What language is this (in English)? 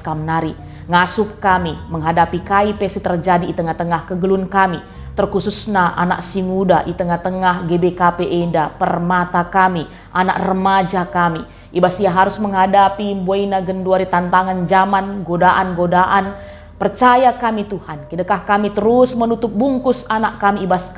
Batak Karo